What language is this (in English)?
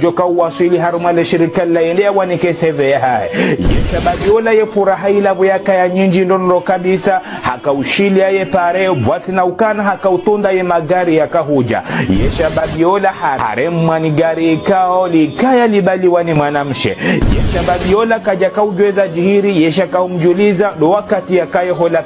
Ngazidja Comorian